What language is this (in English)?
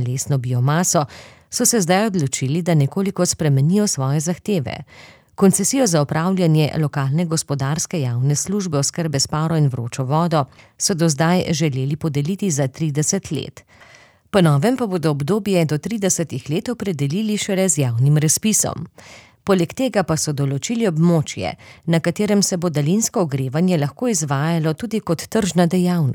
Slovenian